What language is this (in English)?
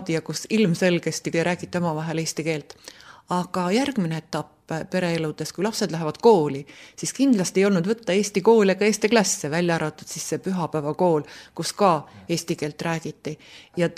Estonian